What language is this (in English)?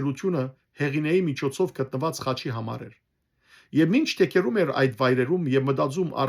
Western Armenian